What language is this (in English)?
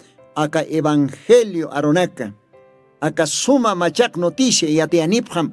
Aymara